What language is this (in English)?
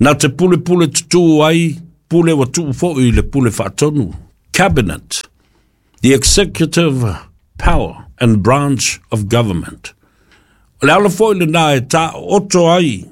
Samoan